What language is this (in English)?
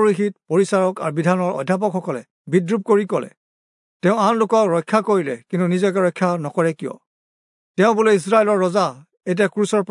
Assamese